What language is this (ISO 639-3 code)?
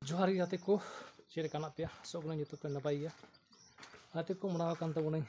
sat